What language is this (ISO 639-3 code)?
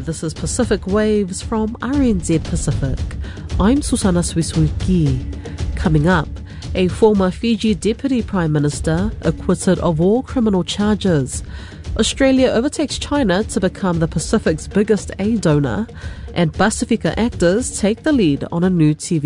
eng